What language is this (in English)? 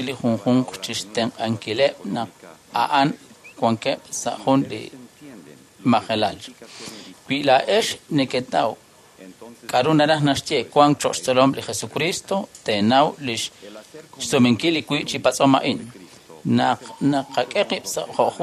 Kekchí